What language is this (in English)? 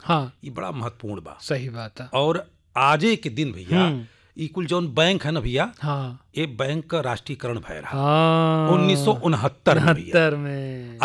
Bhojpuri